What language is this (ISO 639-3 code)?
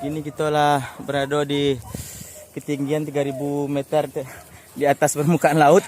min